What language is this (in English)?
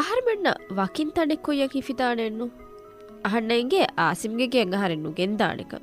Divehi